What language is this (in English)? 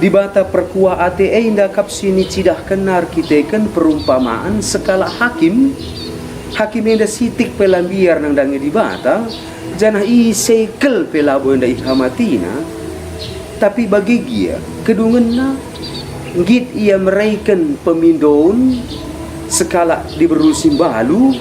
Batak Karo